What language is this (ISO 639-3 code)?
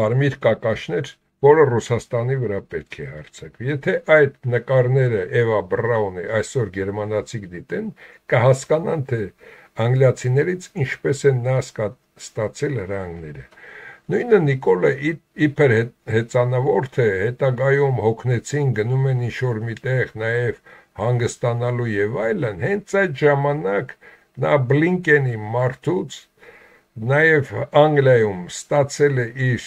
hye